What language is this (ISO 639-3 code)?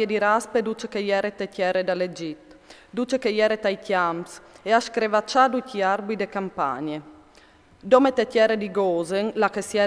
fur